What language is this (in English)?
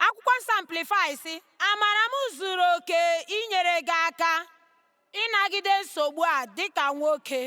Igbo